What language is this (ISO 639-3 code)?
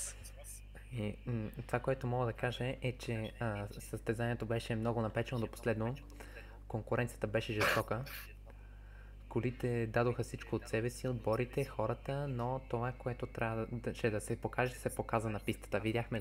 bul